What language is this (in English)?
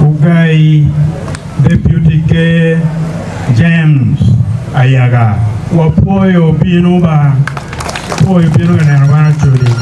Acoli